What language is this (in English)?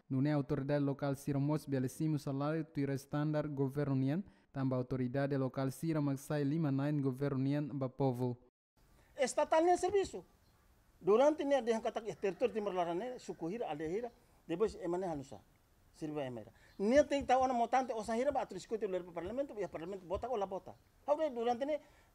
Tetum